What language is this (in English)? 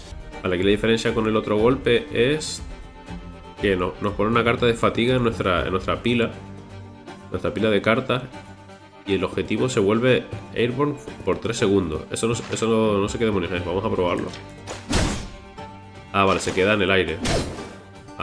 Spanish